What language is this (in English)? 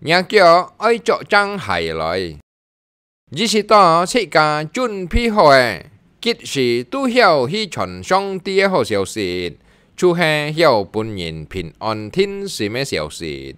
Hakka Chinese